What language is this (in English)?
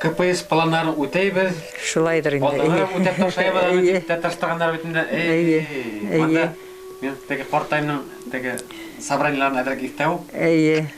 Bashkir